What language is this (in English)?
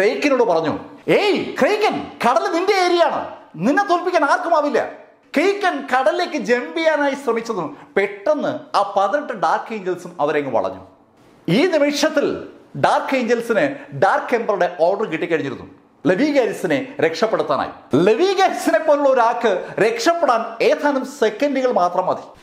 Malayalam